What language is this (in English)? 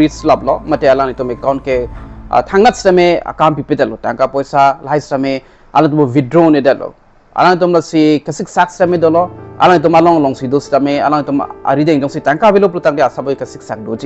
Karbi